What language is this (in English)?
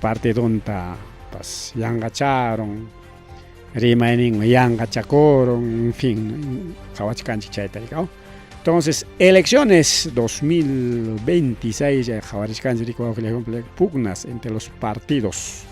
Ayacucho Quechua